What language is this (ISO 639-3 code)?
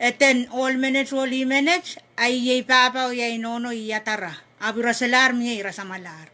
pon